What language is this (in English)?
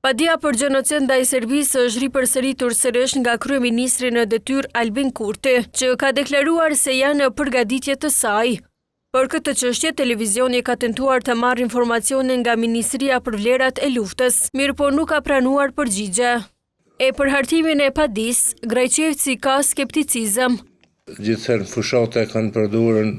Albanian